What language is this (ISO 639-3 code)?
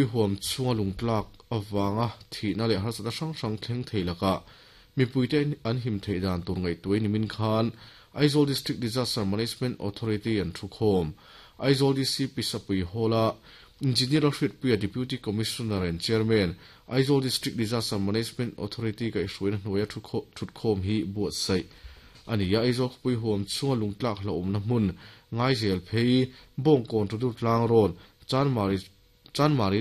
lus